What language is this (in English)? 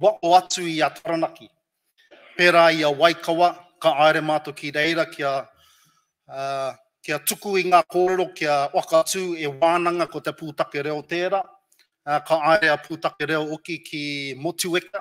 Māori